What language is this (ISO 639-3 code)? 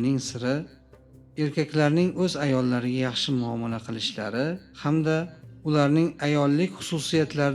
uzb